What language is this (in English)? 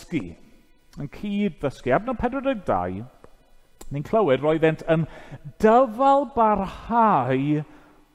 Welsh